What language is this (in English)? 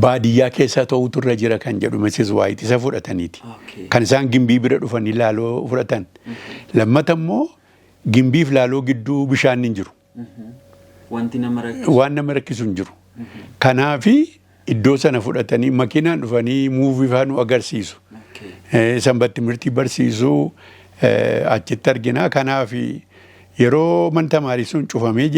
Oromo